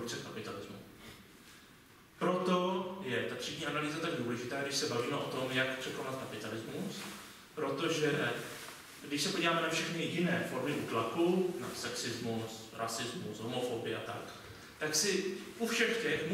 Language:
Czech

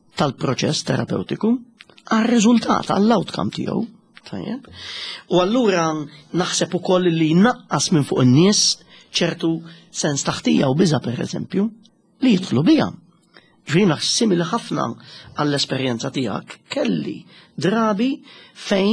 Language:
Maltese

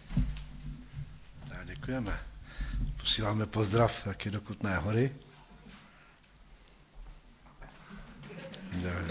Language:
Czech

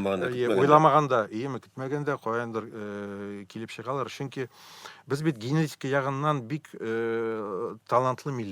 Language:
Tatar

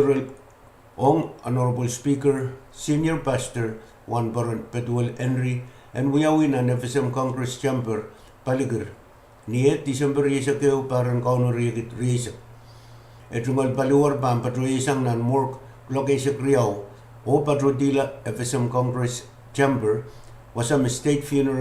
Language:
Pohnpeian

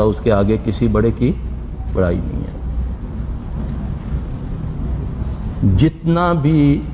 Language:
Urdu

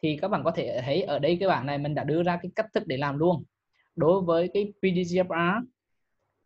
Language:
Vietnamese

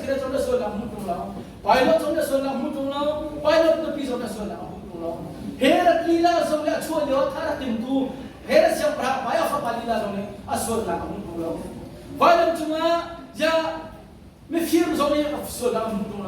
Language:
Hakha Chin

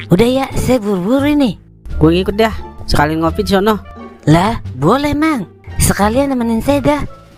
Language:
Betawi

